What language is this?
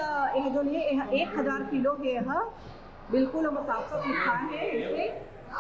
Chhattisgarhi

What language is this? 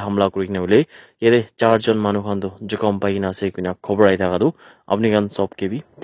Naga Pidgin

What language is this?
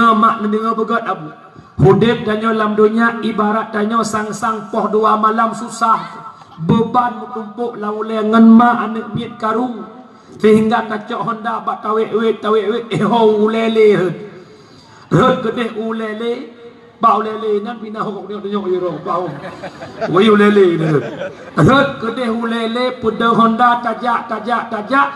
Achinese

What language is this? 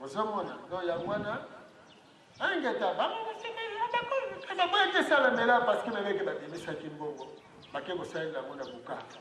Lingala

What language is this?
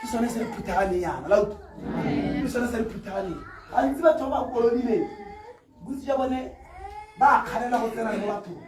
Tswana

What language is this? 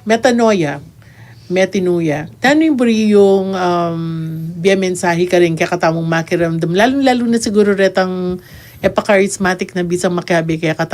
Pampanga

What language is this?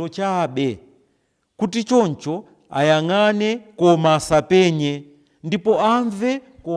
Nyanja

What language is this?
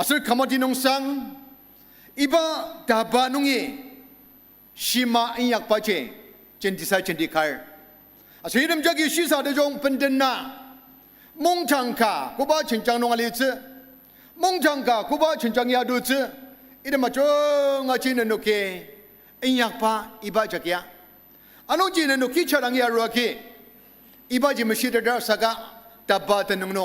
Ao Naga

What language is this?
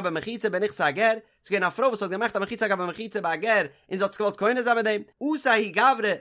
Yiddish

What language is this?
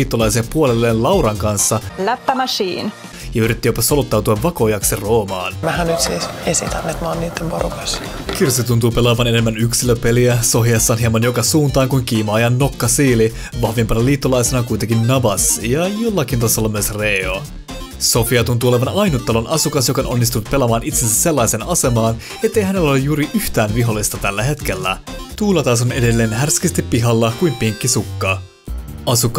Finnish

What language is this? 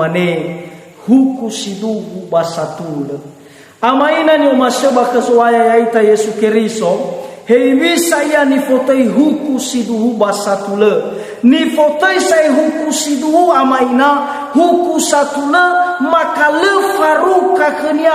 Nias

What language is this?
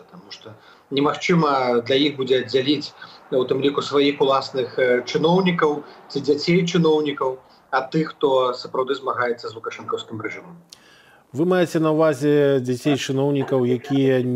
Belarusian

